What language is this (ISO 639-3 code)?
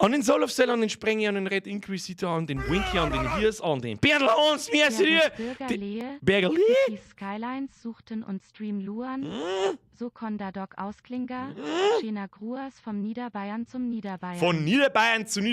bar